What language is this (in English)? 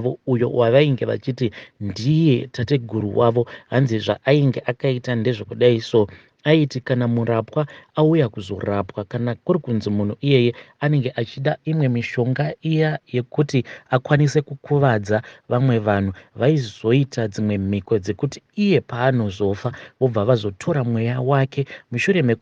Shona